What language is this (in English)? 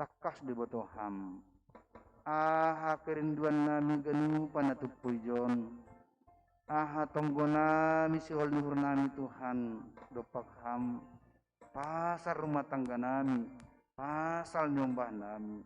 Batak Simalungun